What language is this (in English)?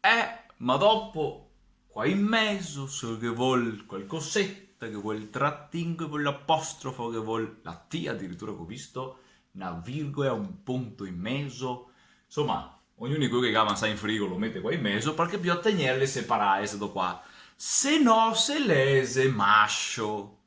Venetian